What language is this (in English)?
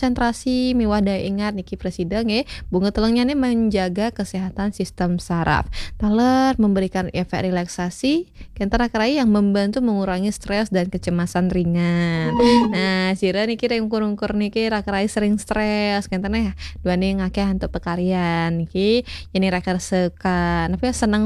Balinese